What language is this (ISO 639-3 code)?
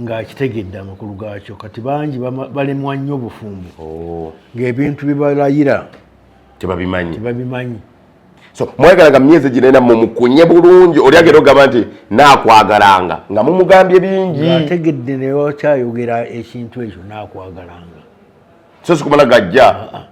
lug